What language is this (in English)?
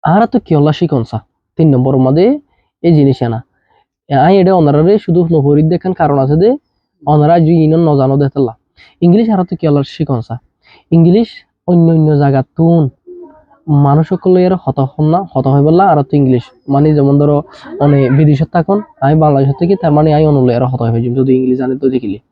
Rohingya